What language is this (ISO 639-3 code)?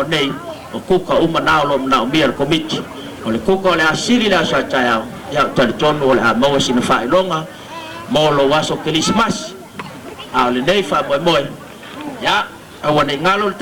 smo